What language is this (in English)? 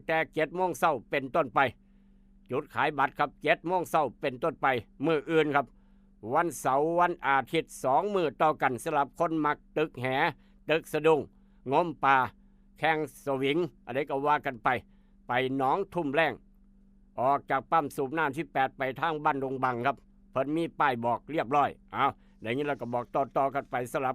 Northeastern Thai